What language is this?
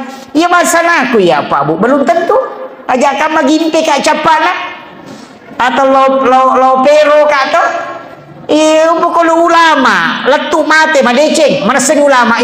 Buginese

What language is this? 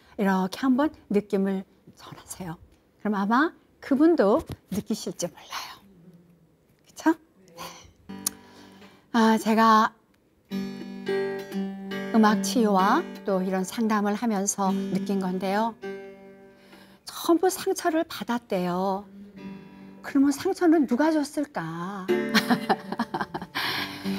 Korean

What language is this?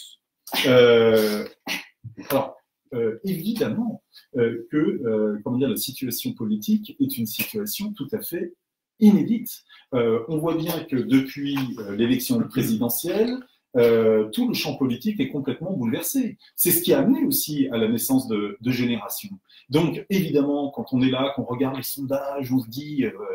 French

